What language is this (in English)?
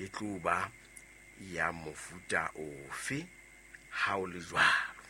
Southern Sotho